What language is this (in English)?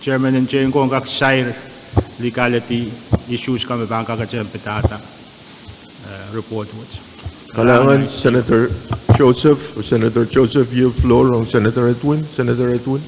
Pohnpeian